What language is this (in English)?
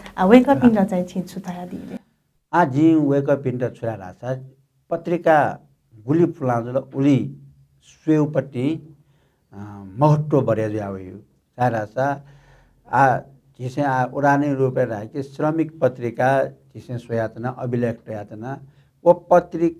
Newari